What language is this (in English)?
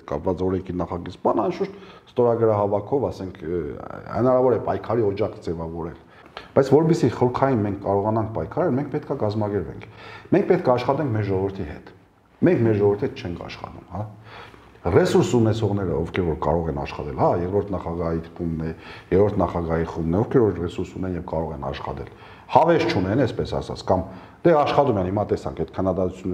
Armenian